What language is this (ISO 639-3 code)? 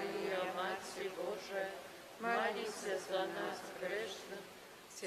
bel